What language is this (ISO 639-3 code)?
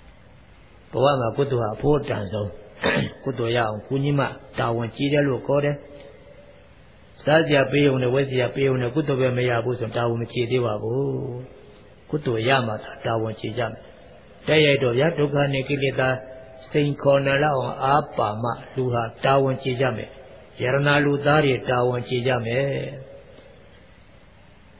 mya